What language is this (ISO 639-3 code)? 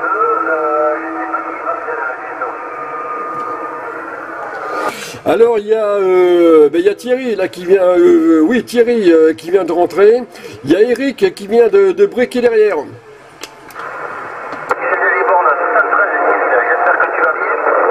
fra